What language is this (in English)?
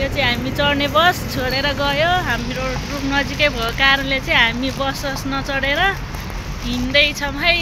Nepali